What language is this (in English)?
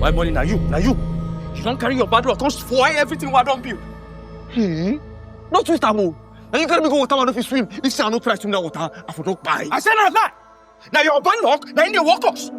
Nigerian Pidgin